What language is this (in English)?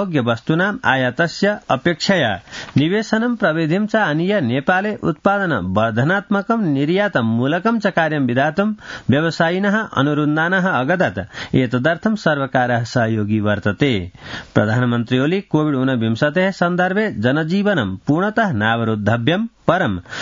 Sanskrit